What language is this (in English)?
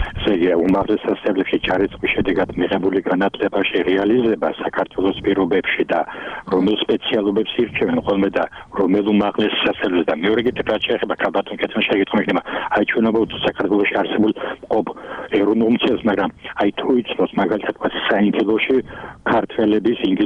Georgian